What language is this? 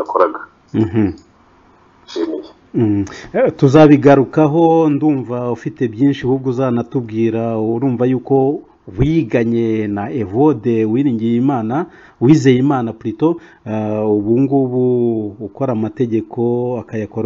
Kinyarwanda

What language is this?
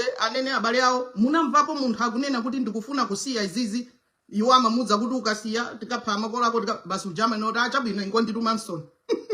Nyanja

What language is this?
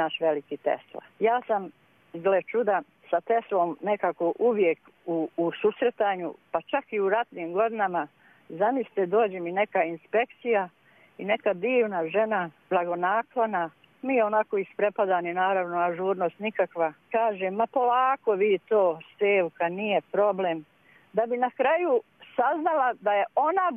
Serbian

